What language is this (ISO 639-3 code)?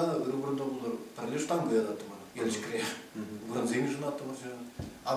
chv